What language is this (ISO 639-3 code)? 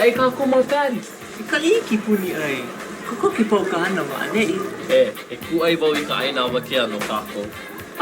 haw